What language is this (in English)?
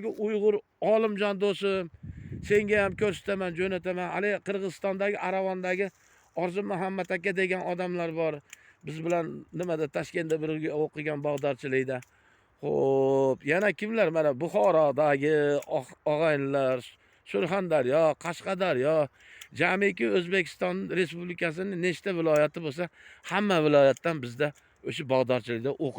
Uzbek